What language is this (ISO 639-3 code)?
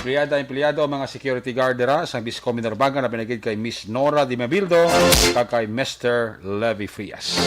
hil